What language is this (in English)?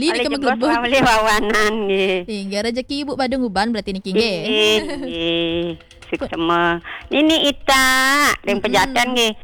Balinese